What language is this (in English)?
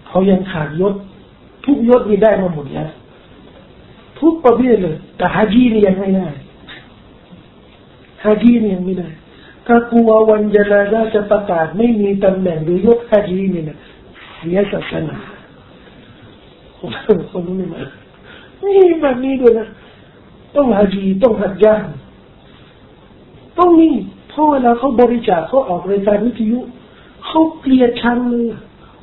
Thai